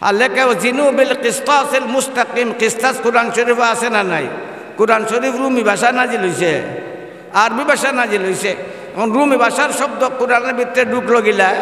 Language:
Sylheti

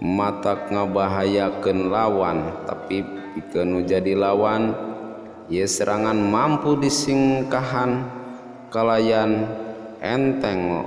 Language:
Sundanese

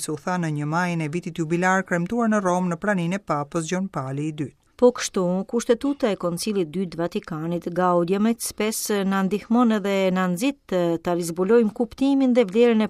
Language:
Albanian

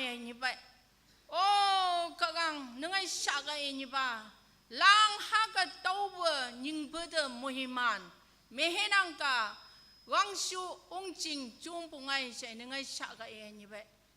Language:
Naga Pidgin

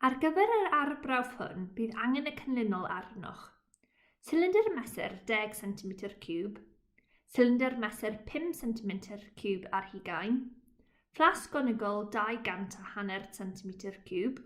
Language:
Welsh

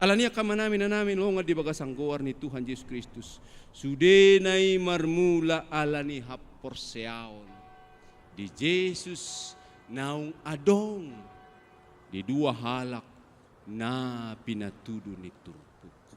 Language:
Batak Toba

